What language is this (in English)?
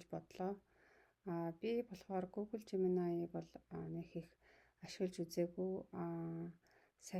Mongolian